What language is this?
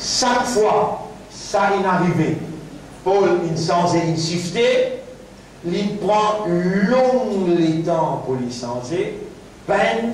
Morisyen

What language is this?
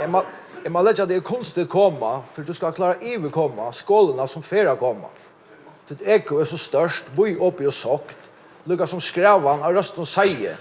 Faroese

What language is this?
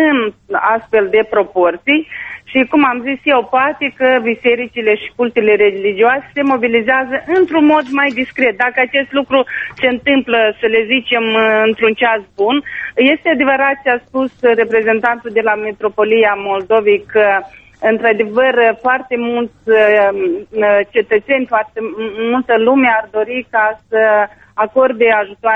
Romanian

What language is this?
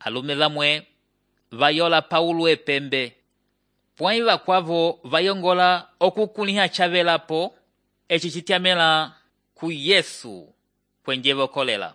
Umbundu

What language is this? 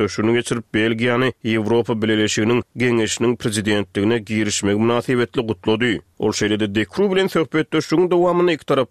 Turkmen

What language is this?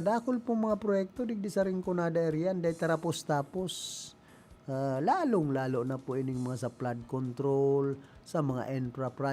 Bikol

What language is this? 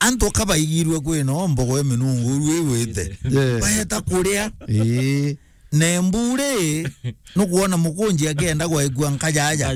Meru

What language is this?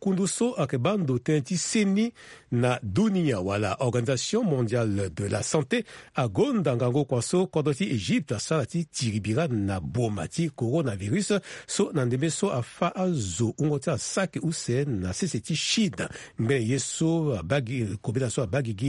Sango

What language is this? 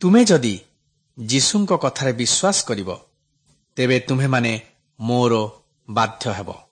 Odia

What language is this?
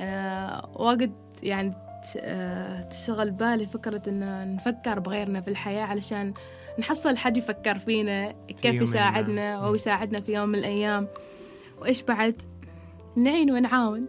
Gulf Arabic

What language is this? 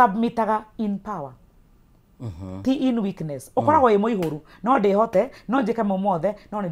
Kikuyu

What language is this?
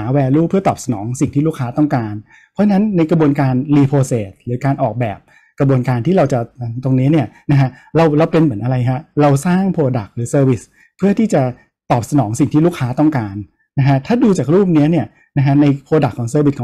Thai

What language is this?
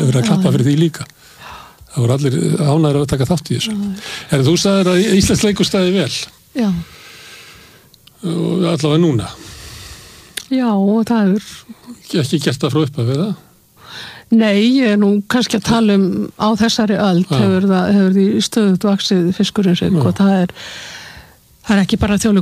Icelandic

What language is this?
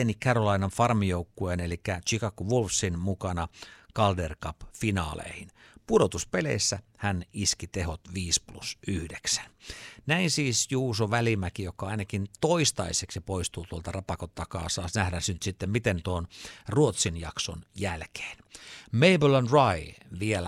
Finnish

